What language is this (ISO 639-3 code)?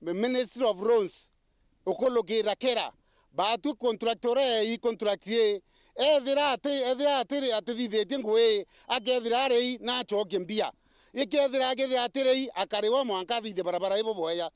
mer